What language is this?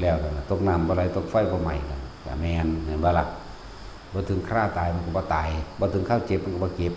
Northeastern Thai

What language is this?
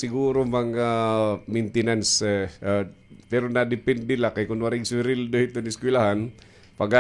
Waray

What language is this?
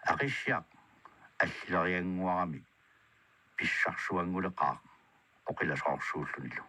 Kalaallisut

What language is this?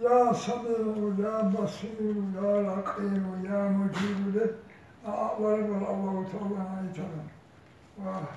Kumyk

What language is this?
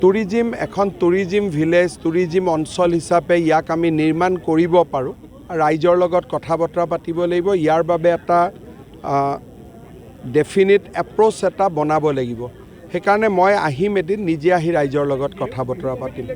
Assamese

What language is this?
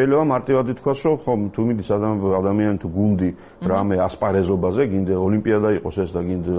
Georgian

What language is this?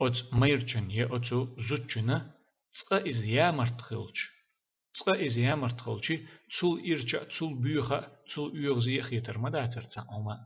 Chechen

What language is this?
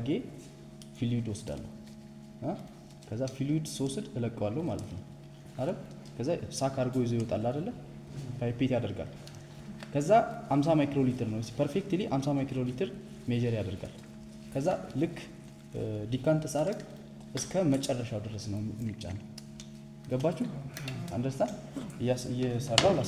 Amharic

